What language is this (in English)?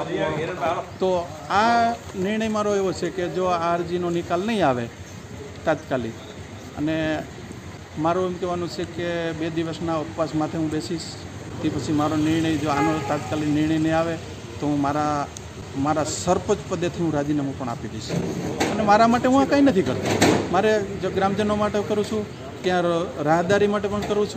Gujarati